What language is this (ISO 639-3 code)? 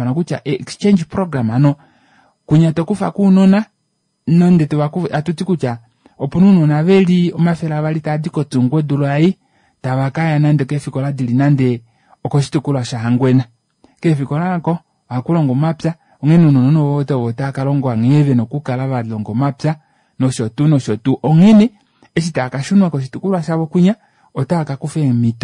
kua